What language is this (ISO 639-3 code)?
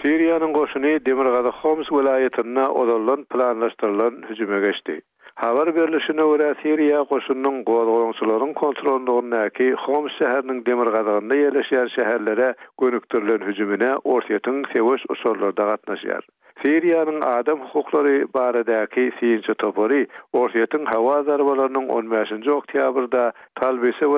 tuk